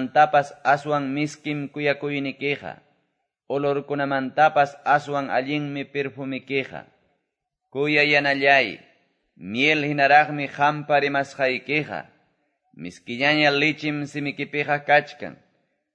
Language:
Quechua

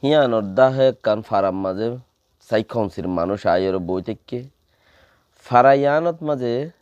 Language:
Rohingya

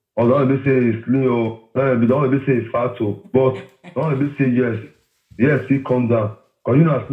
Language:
Nigerian Pidgin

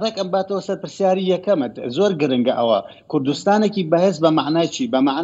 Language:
Central Kurdish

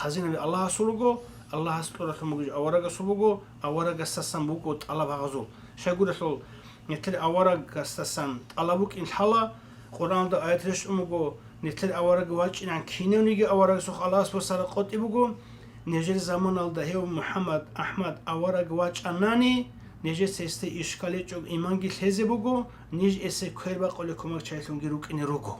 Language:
Avaric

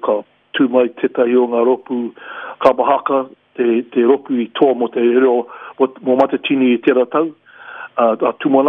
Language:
Māori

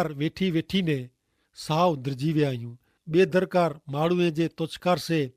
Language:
Kachhi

